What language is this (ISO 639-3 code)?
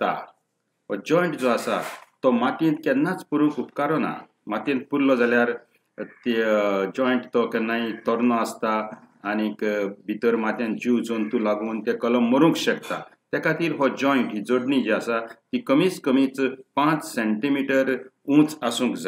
kok